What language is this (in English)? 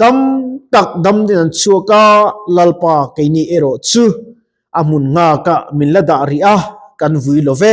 Mizo